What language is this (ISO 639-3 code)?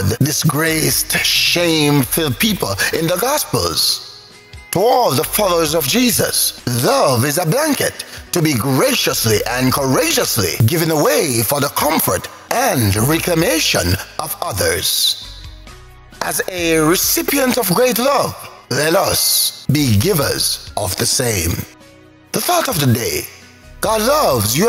eng